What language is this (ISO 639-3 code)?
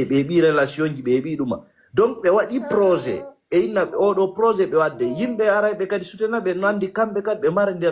ful